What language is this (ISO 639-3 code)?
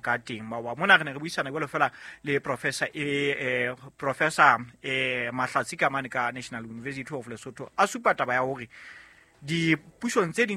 sot